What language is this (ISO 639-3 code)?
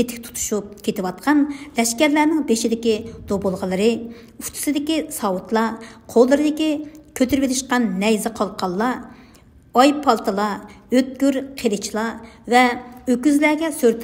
uig